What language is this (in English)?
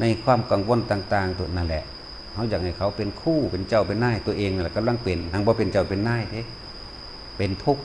Northeastern Thai